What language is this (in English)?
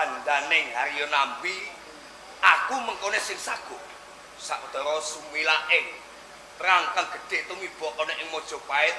Javanese